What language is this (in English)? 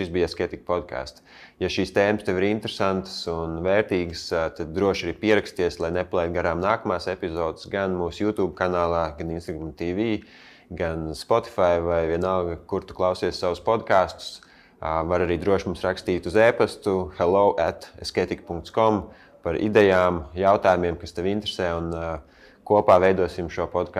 Latvian